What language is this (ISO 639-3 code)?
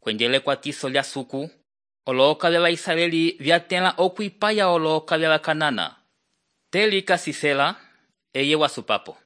umb